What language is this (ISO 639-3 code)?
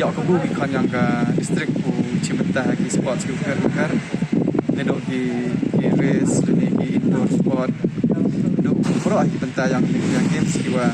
pbv